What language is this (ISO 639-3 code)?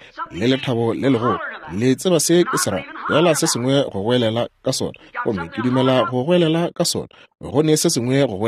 nso